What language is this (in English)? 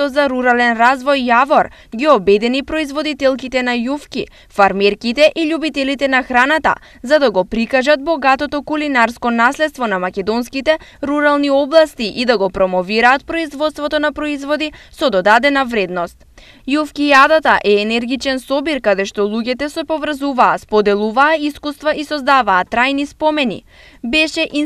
Macedonian